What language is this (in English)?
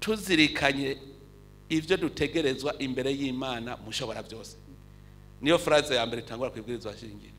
Rundi